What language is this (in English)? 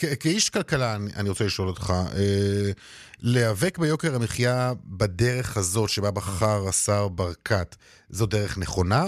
Hebrew